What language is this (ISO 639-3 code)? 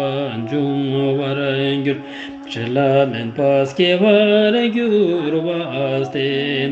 lbj